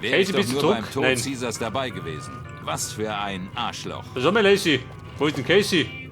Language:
Bavarian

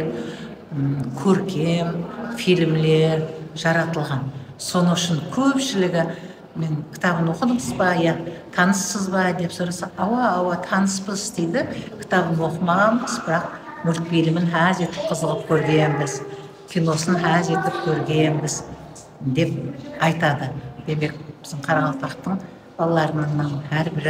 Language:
Kara-Kalpak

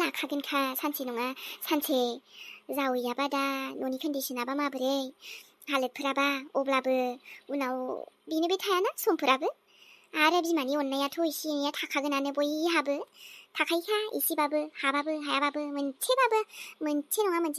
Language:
Bodo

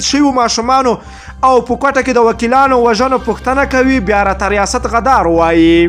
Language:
Pashto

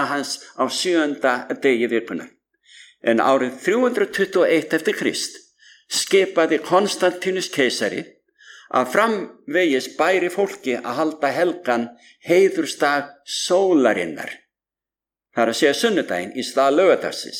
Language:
Icelandic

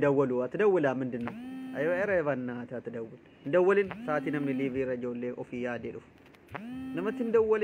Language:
Oromo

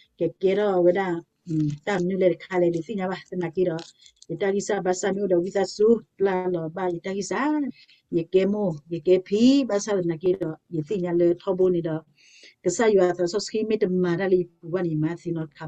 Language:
S'gaw Karen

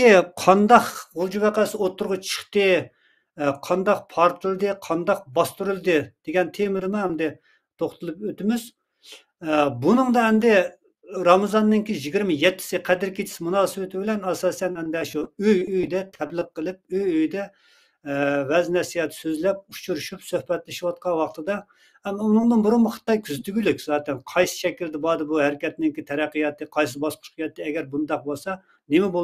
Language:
Uyghur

